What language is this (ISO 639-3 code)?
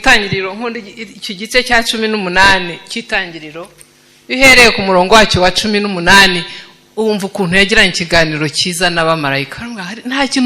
kin